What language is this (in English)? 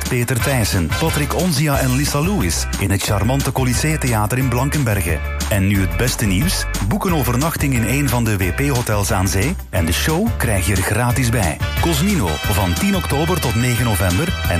Dutch